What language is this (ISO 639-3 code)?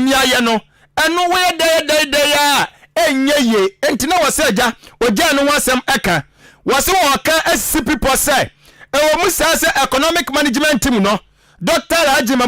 aka